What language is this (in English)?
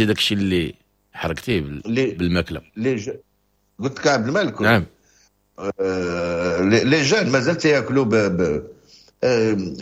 Moroccan Arabic